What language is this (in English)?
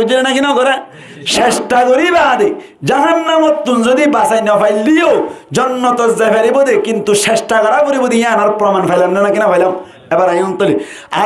Rohingya